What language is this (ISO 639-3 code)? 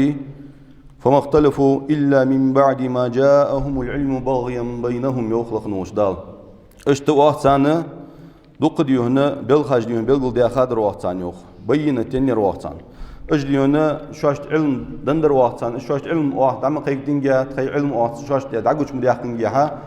inh